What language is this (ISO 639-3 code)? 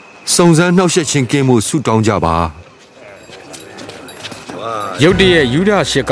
mya